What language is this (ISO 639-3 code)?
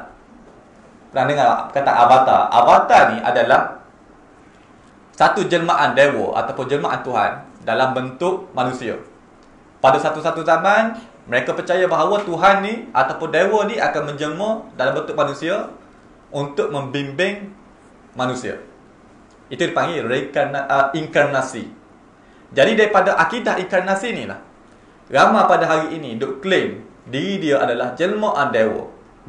msa